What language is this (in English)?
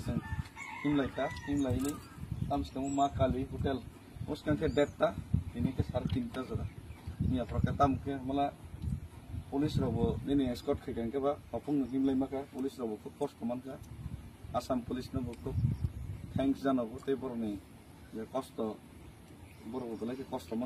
Kok Borok